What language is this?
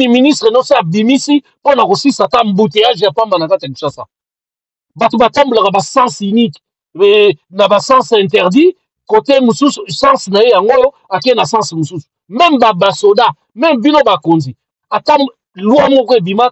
Lingala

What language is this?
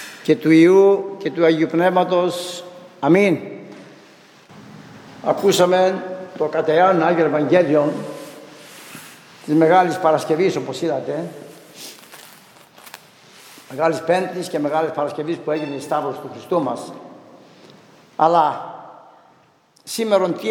Greek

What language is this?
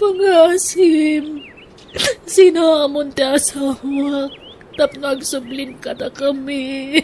Iloko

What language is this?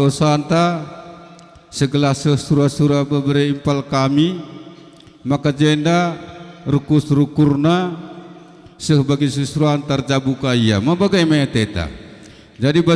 Batak Karo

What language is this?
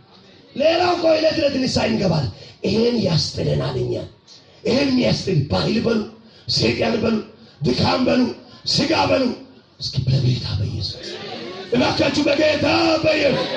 Amharic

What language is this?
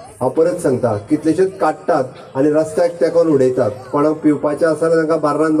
Konkani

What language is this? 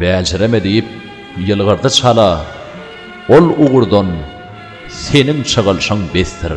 Turkmen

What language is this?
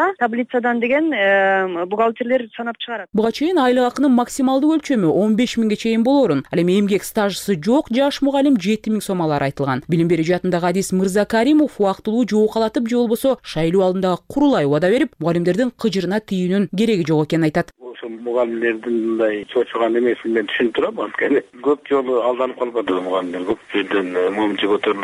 Kyrgyz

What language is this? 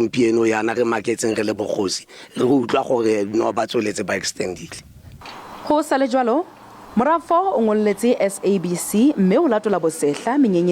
Tswana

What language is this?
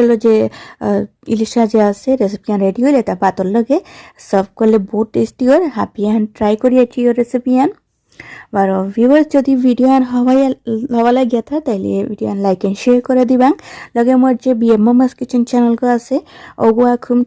Bishnupriya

